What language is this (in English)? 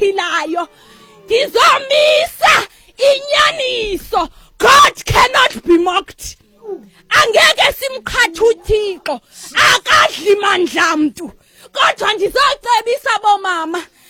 Xhosa